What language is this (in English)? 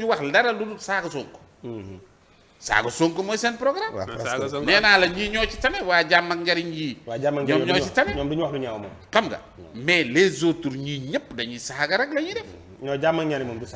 Wolof